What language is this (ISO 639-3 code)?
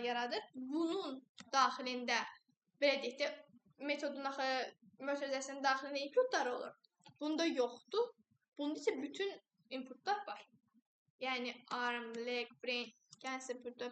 aze